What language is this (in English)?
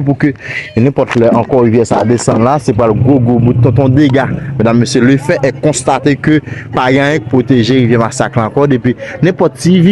Haitian Creole